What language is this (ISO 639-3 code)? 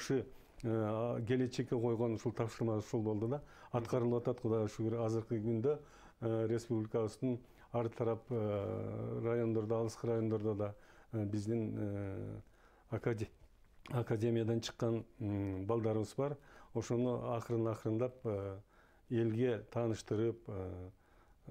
kir